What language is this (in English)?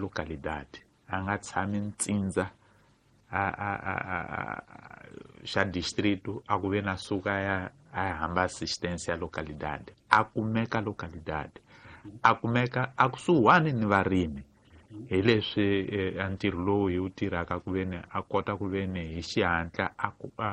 Tsonga